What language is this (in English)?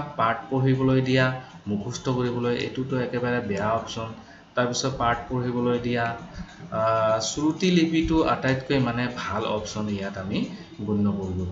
Assamese